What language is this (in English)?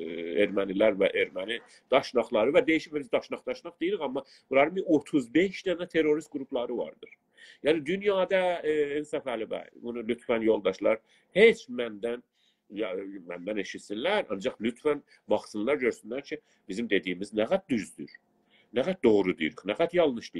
South Azerbaijani